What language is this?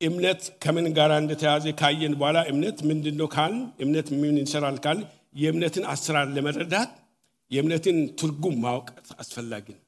Amharic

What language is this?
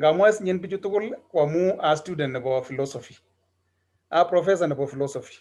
Kalenjin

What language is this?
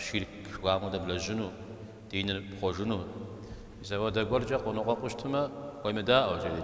Kabardian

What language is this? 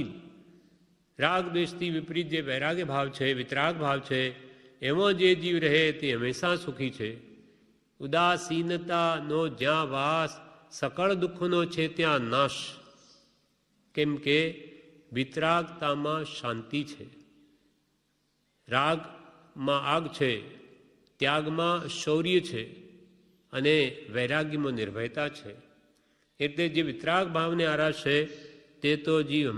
Gujarati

